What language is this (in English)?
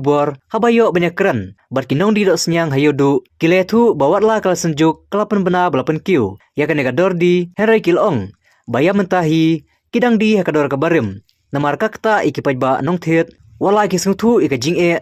Khasi